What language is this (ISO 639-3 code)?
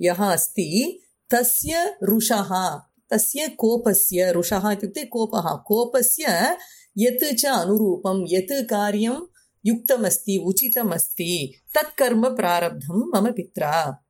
san